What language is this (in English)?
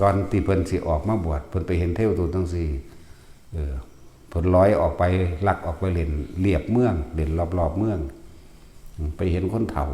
Northeastern Thai